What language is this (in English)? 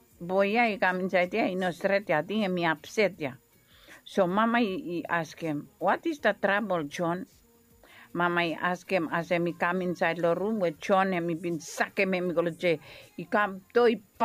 Bislama